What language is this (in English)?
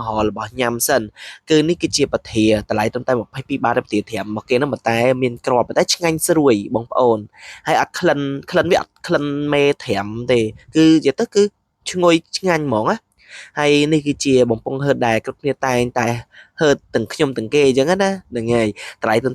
Khmer